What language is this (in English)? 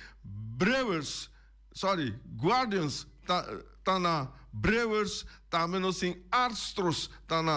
Papiamento